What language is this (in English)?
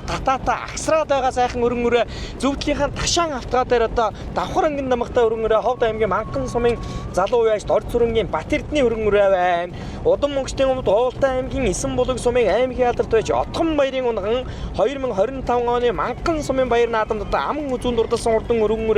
Mongolian